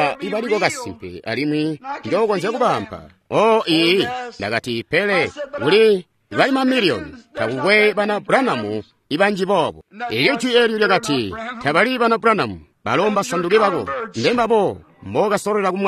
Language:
Tonga (Zambia)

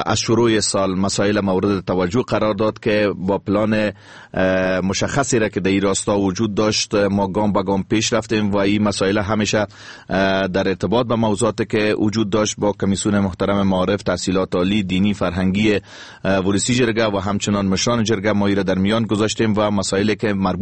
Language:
Persian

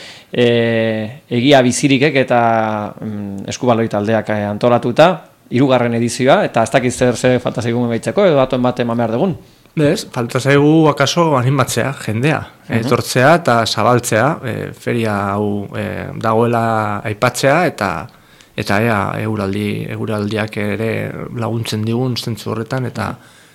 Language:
Basque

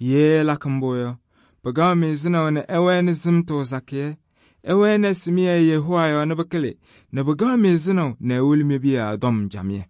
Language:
Kabiyè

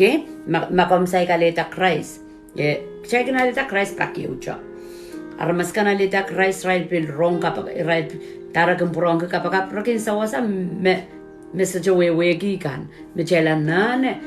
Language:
Pohnpeian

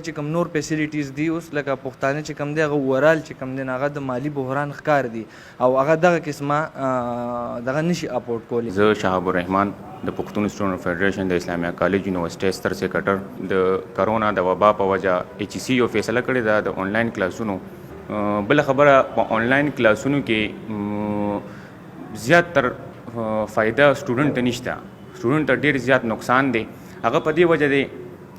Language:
Pashto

